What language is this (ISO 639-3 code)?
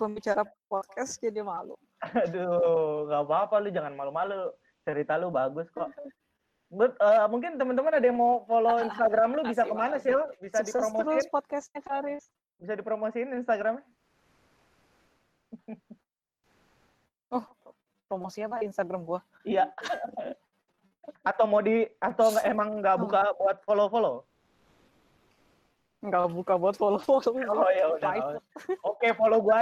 ind